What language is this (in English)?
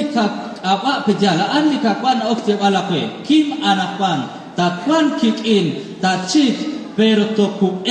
Kekchí